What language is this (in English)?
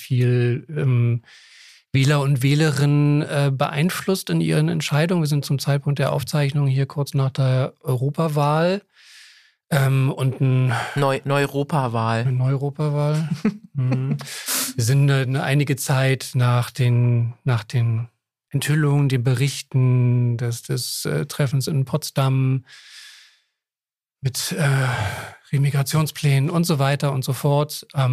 German